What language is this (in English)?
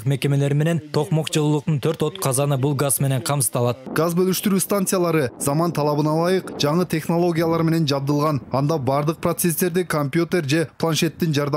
Kyrgyz